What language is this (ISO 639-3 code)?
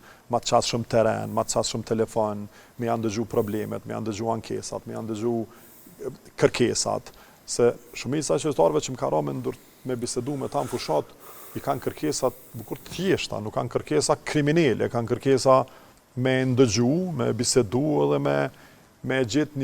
sqi